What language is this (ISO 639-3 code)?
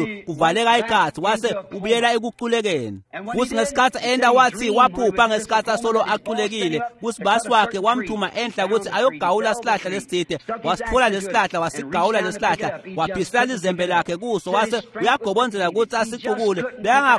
ssw